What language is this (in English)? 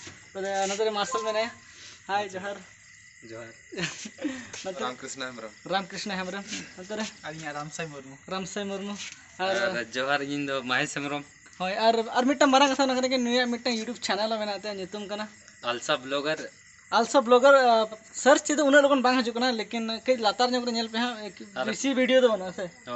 Santali